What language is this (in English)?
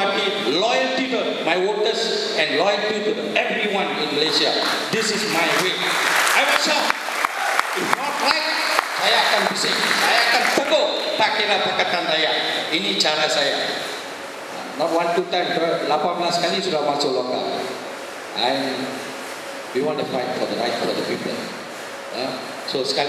Malay